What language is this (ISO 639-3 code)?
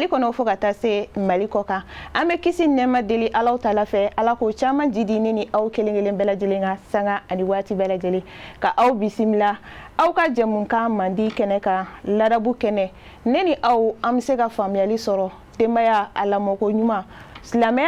bam